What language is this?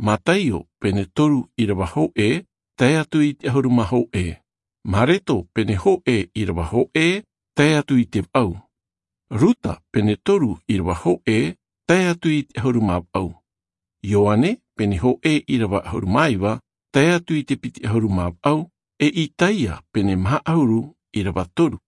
Tahitian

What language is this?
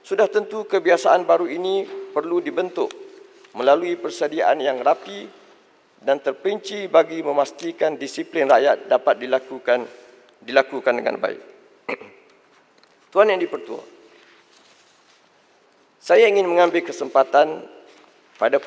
Malay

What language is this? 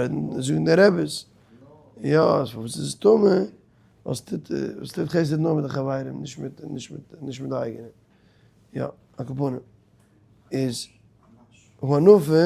Yiddish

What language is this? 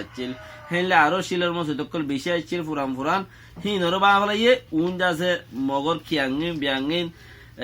Rohingya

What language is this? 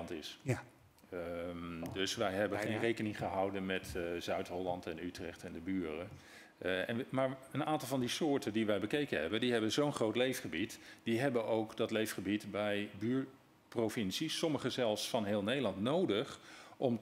Dutch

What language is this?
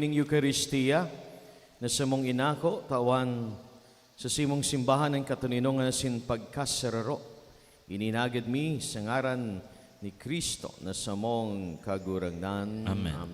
Bikol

